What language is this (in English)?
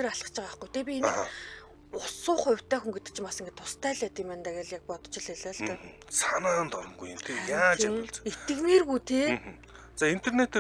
Mongolian